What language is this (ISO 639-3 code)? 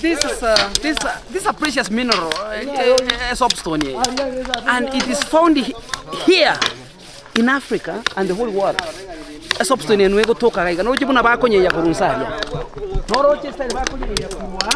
guz